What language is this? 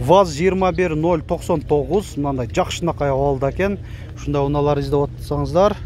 Kyrgyz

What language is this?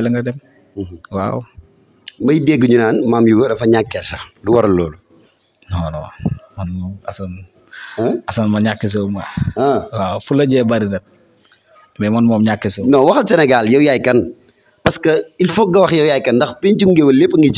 Wolof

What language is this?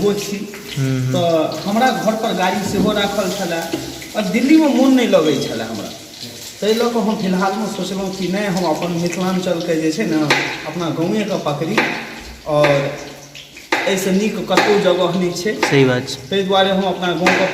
Maithili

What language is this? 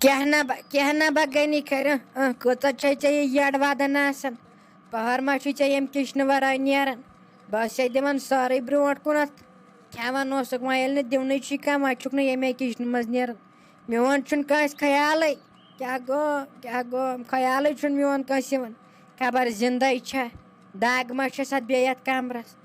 Kashmiri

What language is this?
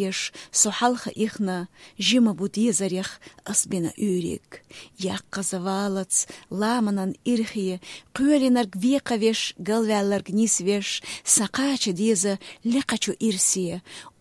Chechen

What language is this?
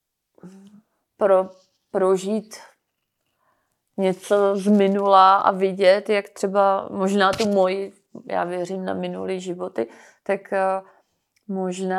Czech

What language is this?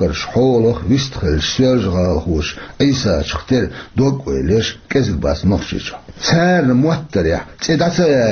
Chechen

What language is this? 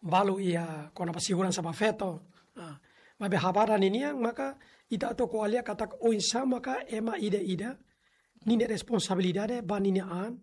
Tetum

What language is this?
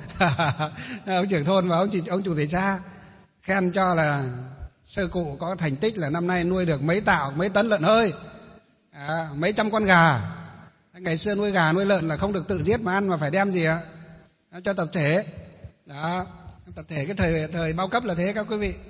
Vietnamese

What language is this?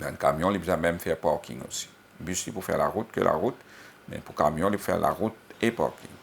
Morisyen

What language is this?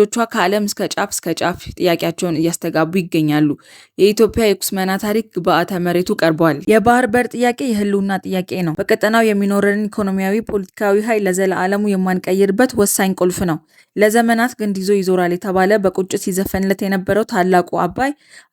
Amharic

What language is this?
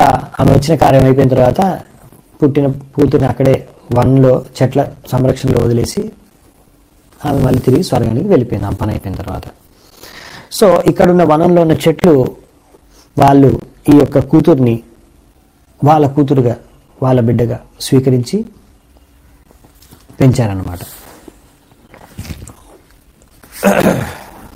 Telugu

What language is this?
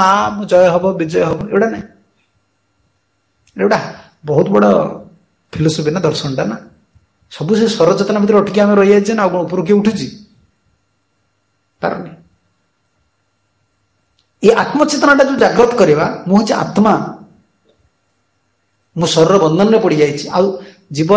Odia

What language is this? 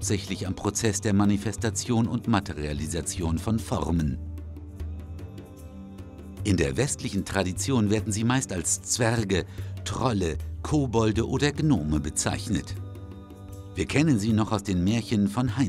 German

